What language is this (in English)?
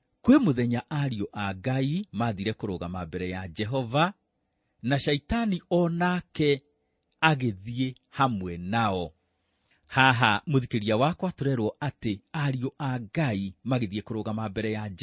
Kikuyu